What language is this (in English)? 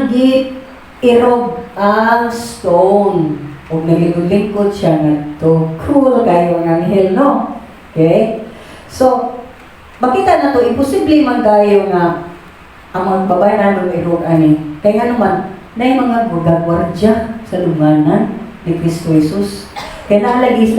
Cebuano